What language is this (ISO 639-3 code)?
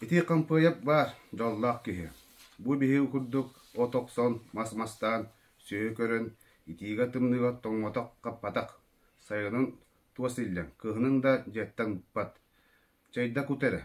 sah